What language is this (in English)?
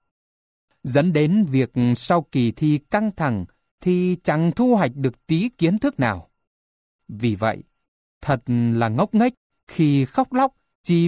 Vietnamese